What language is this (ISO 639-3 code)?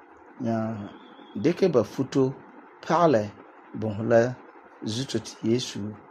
gur